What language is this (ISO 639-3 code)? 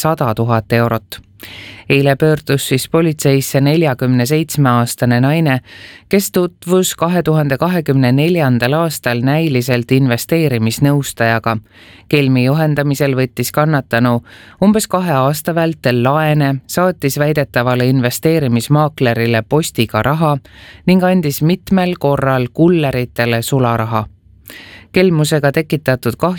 est